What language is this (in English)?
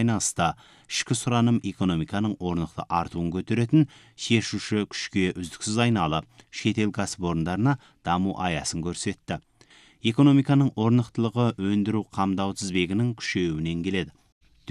Kazakh